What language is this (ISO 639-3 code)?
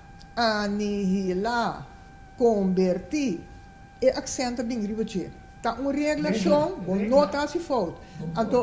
pap